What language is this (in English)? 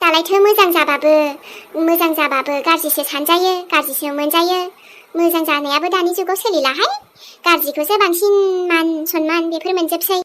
Bodo